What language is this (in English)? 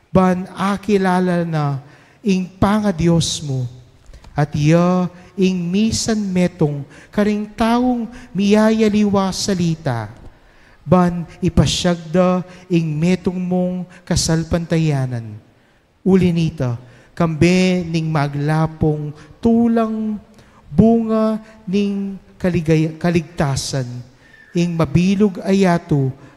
Pampanga